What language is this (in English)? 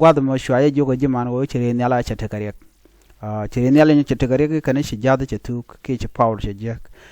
Nuer